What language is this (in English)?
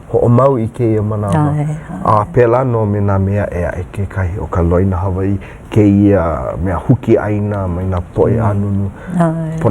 Hawaiian